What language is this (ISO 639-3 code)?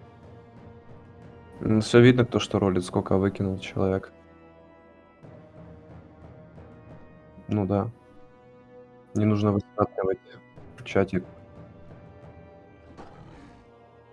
rus